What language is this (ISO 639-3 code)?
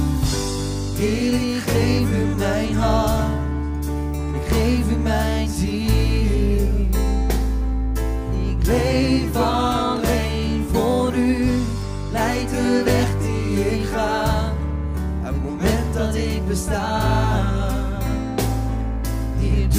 nld